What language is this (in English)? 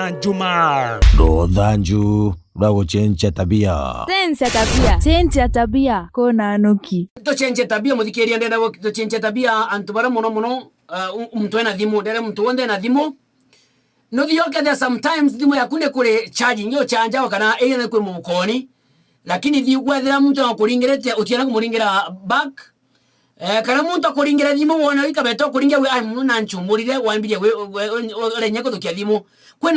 Meru